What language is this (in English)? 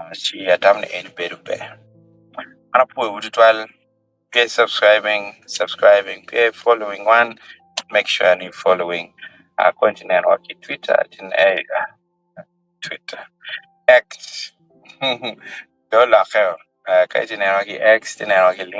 Acoli